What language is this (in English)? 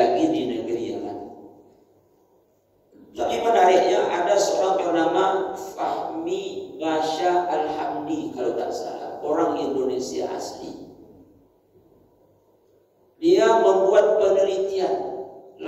Indonesian